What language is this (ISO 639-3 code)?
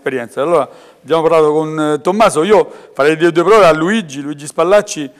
ita